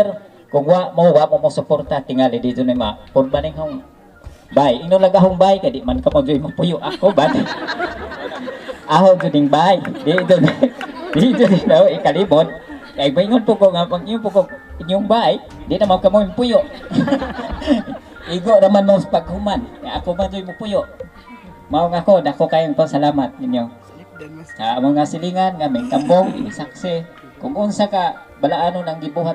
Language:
Cebuano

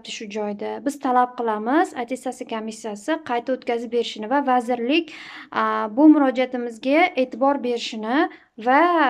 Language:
Uzbek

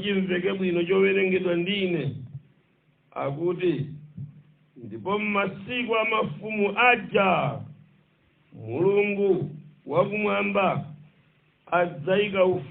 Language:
Nyanja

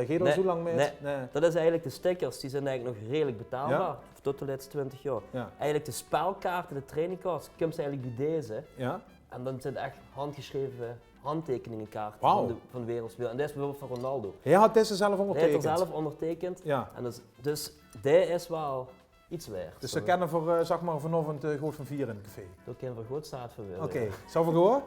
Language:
Limburgish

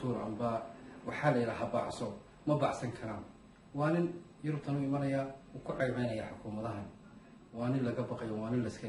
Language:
Somali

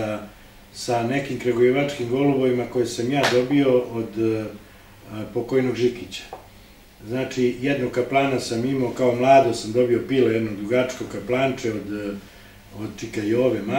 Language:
Serbian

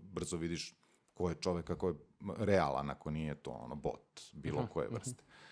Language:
Serbian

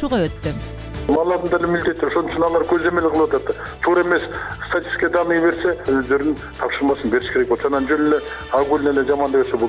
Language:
Kyrgyz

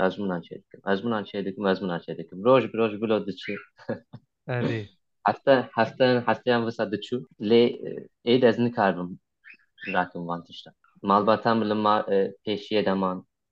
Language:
Kurdish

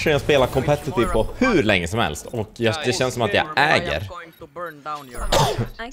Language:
Swedish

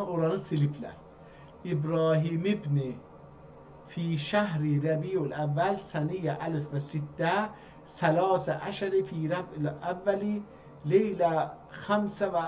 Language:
South Azerbaijani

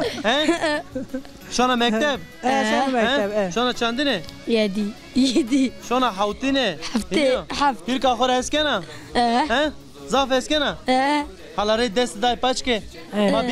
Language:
Zaza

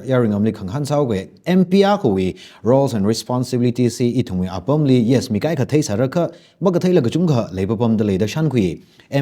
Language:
Tangkhul Naga (India)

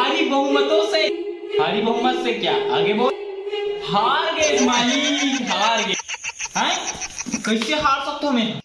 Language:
Chhattisgarhi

